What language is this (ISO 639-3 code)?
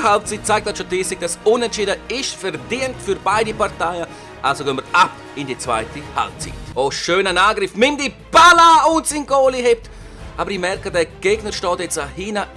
gsw